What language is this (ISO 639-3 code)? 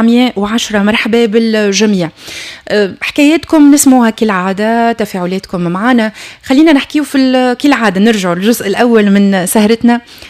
aeb